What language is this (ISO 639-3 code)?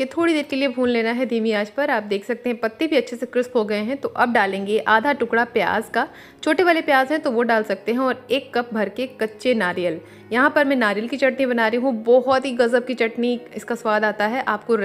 hin